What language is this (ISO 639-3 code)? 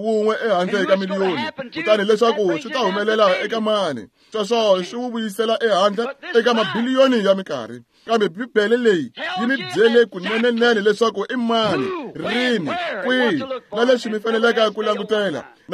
tso